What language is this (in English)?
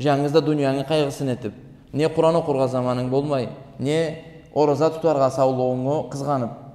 Karachay-Balkar